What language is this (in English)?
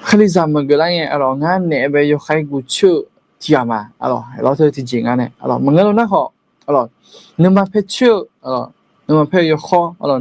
Akha